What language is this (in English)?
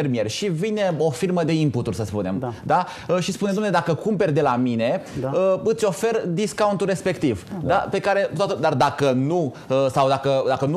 Romanian